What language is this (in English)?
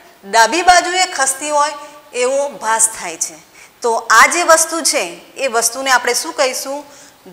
Gujarati